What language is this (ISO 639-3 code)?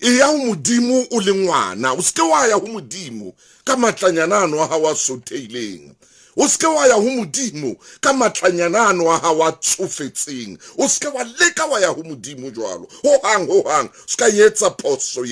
sot